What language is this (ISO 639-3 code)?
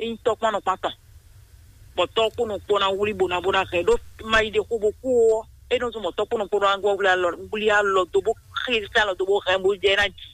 fon